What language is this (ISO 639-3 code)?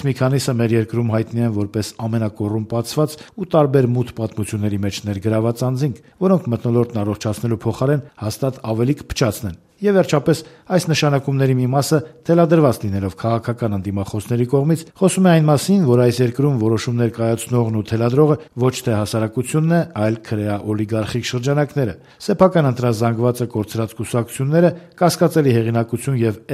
hye